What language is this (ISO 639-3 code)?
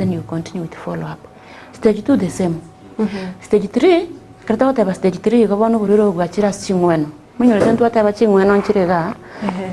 guz